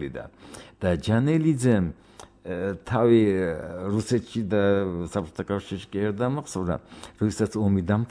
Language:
Georgian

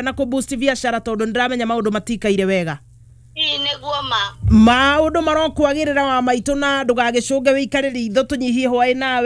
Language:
Kikuyu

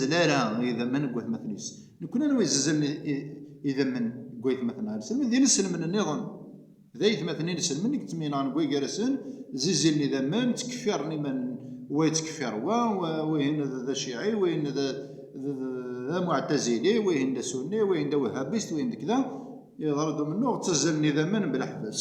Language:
Kabyle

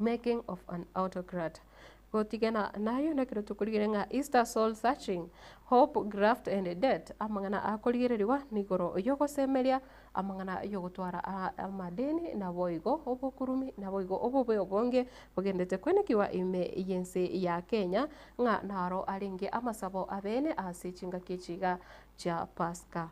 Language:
Gusii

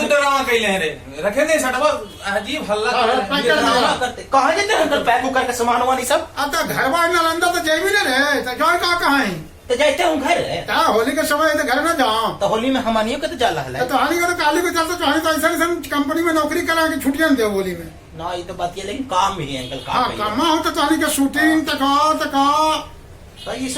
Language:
Magahi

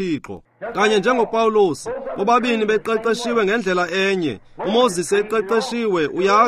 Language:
Xhosa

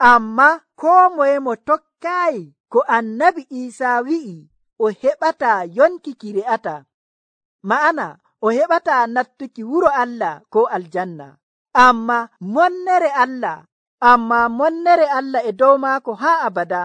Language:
Nigerian Fulfulde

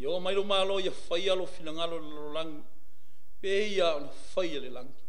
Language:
Samoan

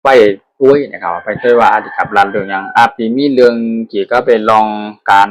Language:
Shan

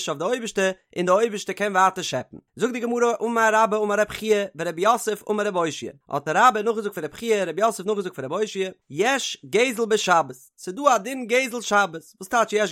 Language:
Yiddish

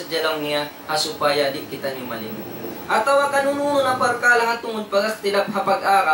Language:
Tausug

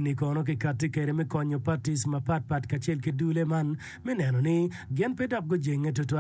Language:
Acoli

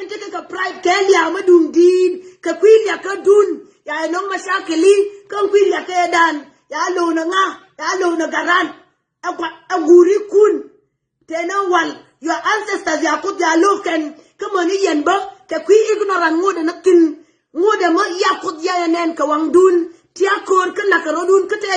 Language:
Nuer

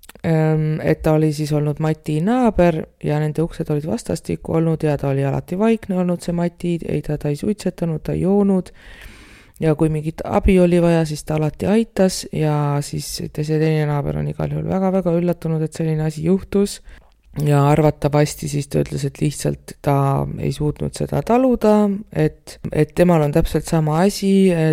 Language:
Estonian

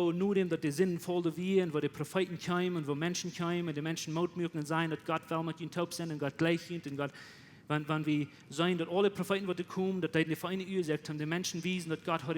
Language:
Plautdietsch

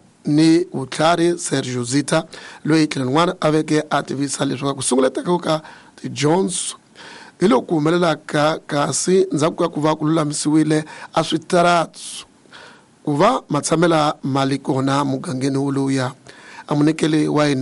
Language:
Tsonga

